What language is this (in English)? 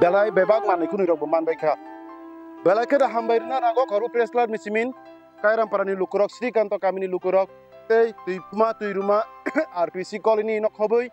Kok Borok